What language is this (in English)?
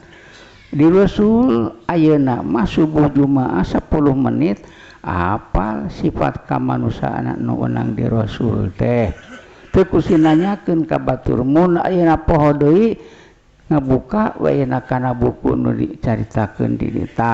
Sundanese